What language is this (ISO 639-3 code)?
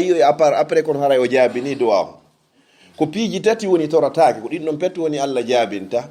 ful